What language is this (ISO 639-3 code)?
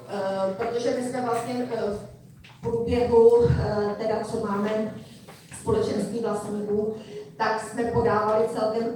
ces